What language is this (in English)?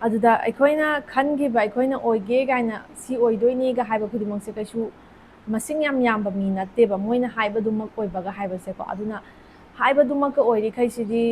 Manipuri